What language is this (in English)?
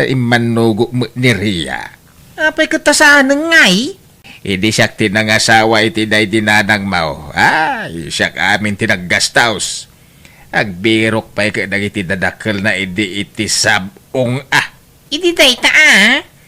Iloko